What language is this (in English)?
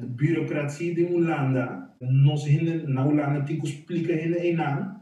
Papiamento